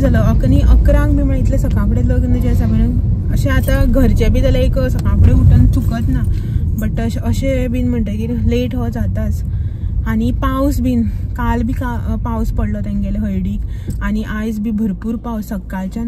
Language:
Konkani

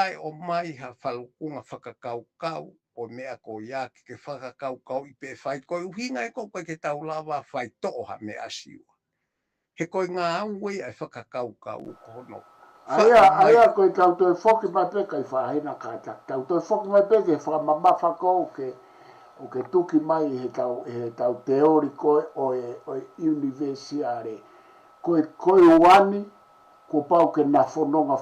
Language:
Tongan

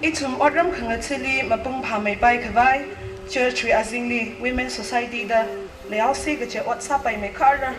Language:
Tangkhul Naga (India)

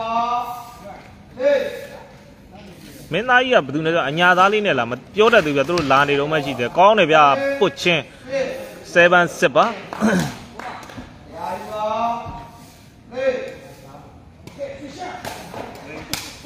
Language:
Burmese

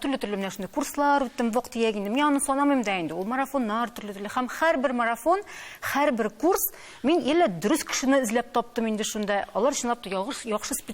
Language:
Tatar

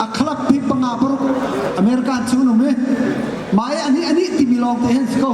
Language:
Hakha Chin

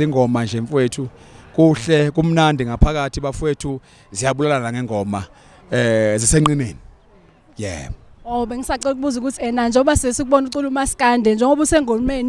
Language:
Zulu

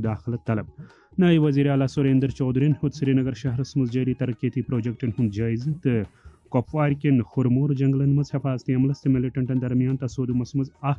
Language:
Kashmiri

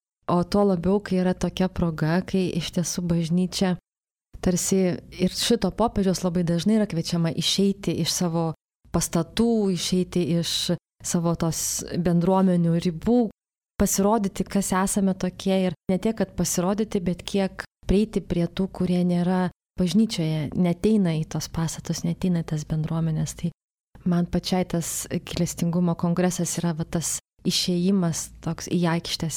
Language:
Lithuanian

